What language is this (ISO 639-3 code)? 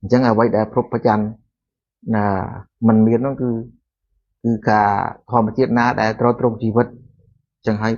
khm